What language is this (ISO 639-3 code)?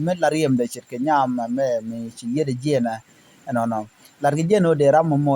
nus